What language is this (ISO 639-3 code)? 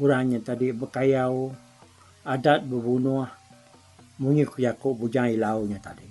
iba